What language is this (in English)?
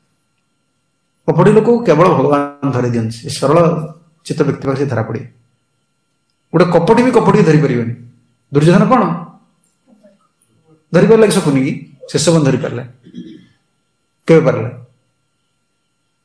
Odia